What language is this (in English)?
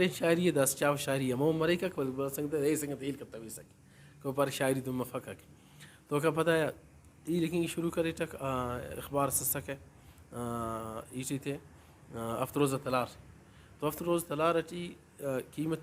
Brahui